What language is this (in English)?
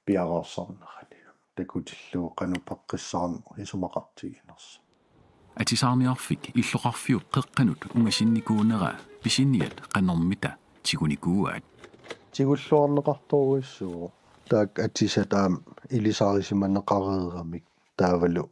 Kalaallisut